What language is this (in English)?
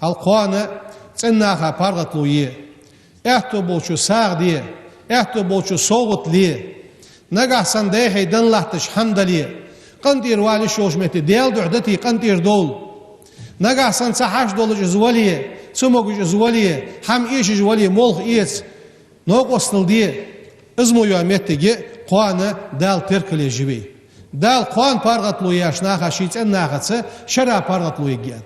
Ingush